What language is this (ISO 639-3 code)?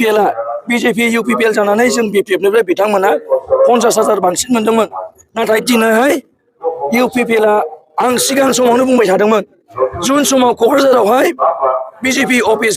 brx